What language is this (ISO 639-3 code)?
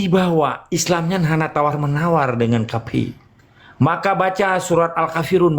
ace